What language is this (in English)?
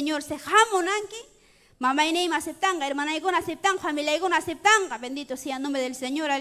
Ayacucho Quechua